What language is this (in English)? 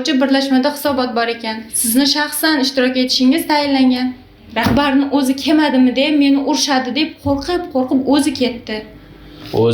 Uzbek